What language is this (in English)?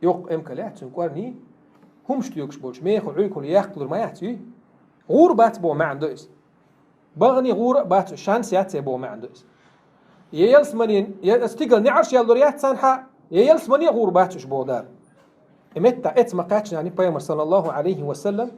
Chechen